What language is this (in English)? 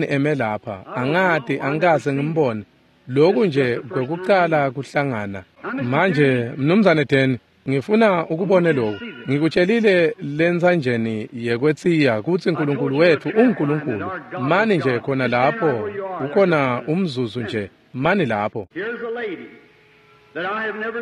Swati